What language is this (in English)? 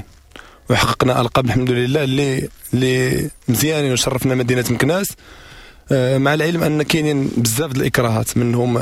Moroccan Arabic